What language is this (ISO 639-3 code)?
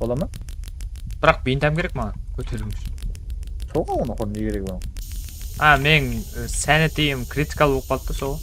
kaa